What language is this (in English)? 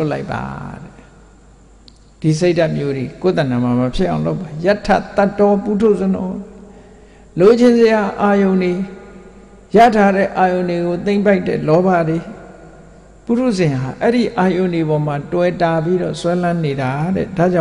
Burmese